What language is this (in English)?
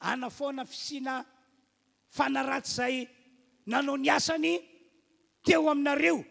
Malagasy